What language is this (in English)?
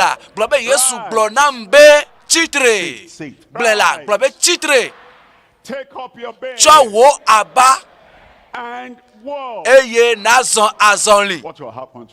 Ewe